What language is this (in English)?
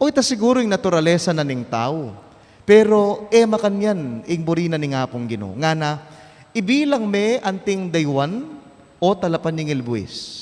Pampanga